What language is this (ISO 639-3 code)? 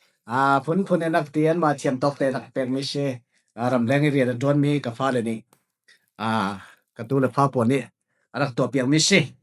cfm